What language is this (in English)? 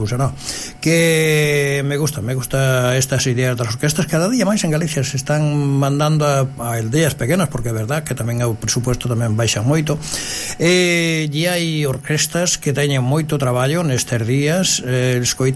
Galician